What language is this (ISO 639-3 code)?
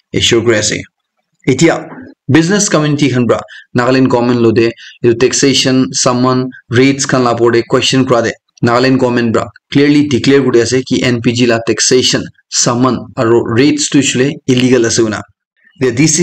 nag